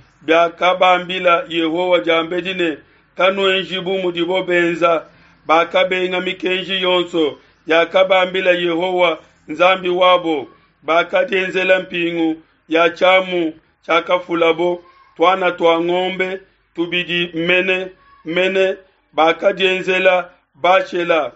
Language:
Luba-Lulua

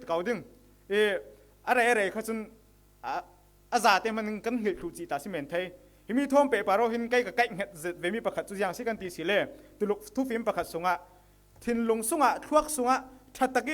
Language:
Falam Chin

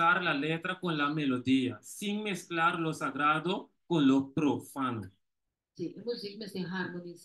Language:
Papiamento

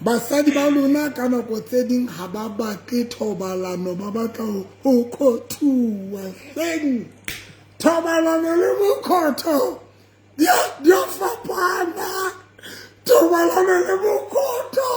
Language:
Southern Sotho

